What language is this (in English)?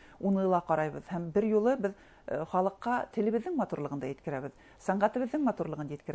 Bashkir